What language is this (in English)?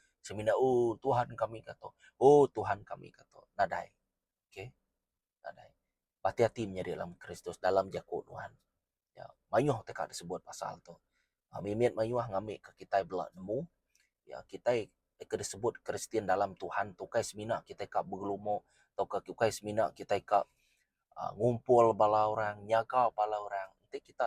Iban